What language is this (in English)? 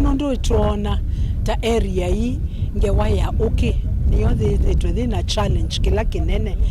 Kamba